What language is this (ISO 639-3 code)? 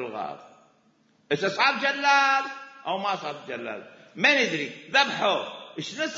acm